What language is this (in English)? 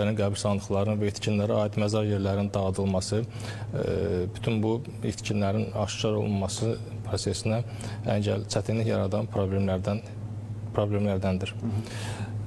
Azerbaijani